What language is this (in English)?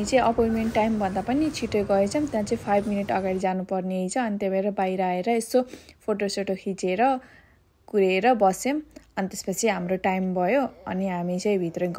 Nepali